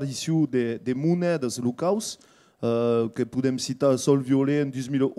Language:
Occitan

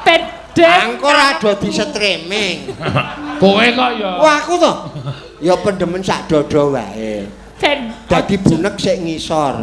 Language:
Javanese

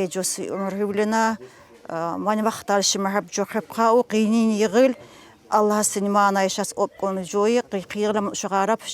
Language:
Tsakhur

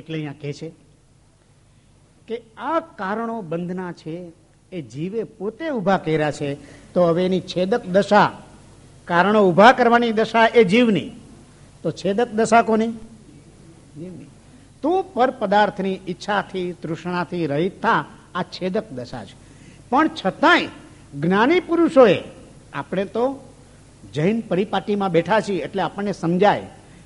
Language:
Gujarati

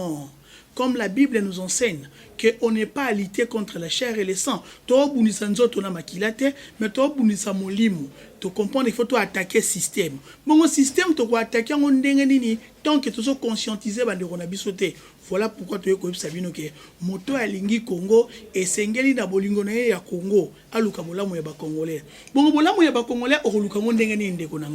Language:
Lingala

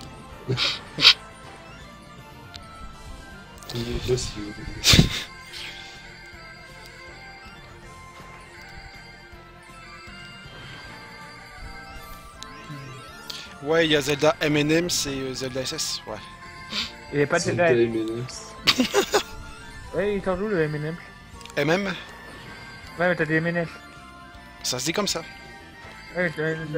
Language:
French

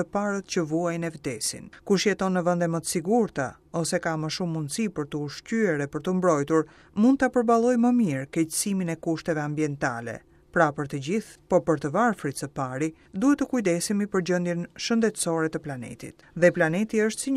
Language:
Albanian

